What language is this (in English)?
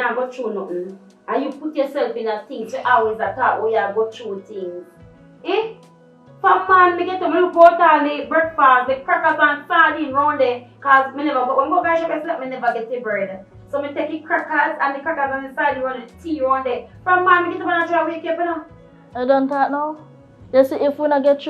Jamaican Creole English